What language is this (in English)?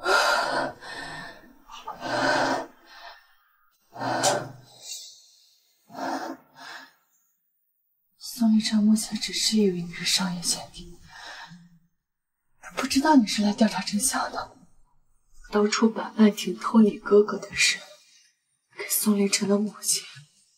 Chinese